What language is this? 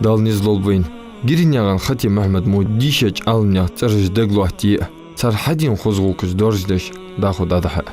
Ingush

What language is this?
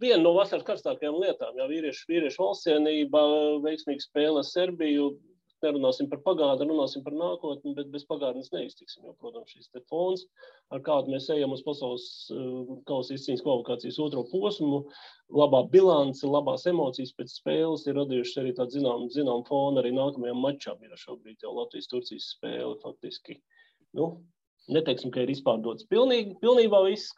Latvian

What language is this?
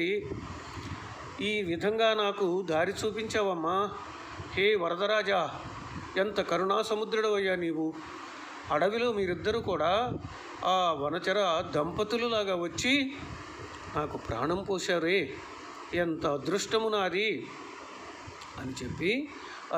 Telugu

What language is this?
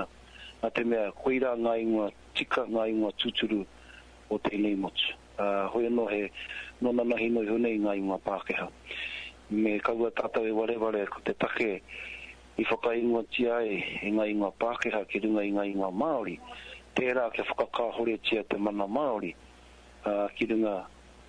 Māori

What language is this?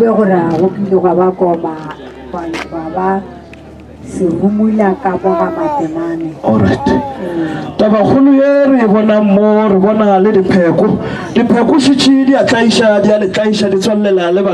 Northern Sotho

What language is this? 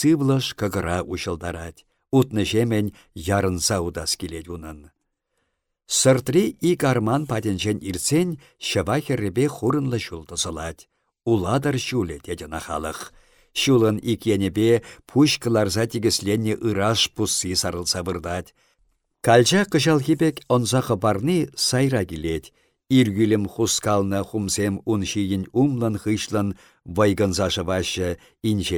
Chuvash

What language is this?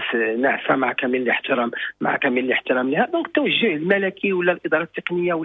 Moroccan Arabic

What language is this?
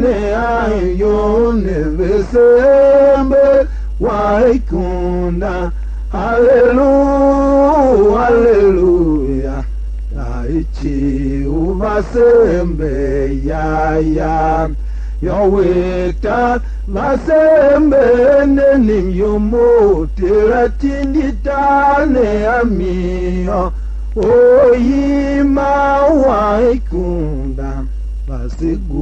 Tiv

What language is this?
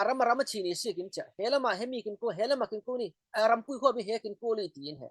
Falam Chin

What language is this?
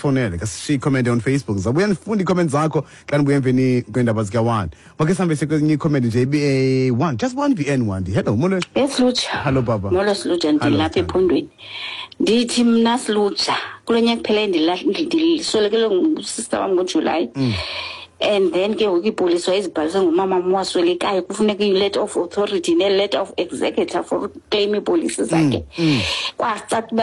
Xhosa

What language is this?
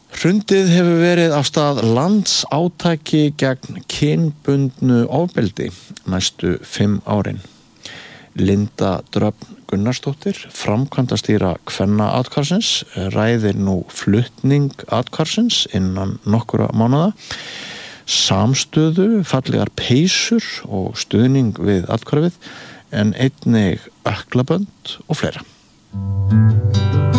Icelandic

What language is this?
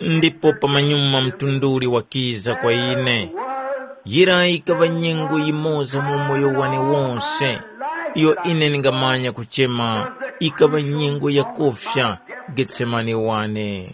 Tumbuka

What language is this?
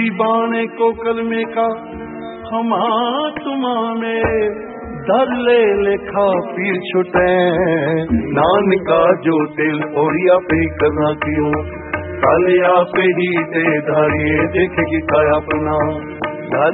Punjabi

